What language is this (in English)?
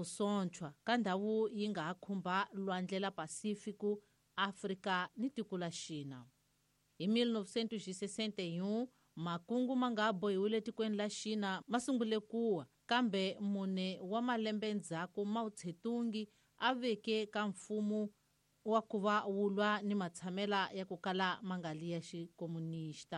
Tsonga